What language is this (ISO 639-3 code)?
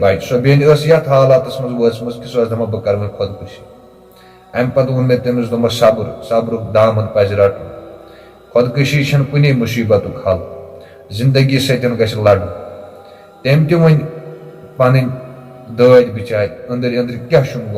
kas